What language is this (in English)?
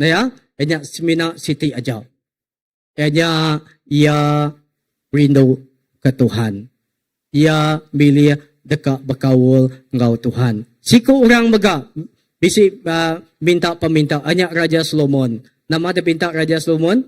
Iban